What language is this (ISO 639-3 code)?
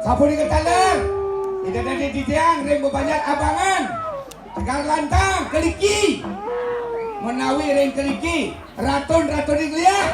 ban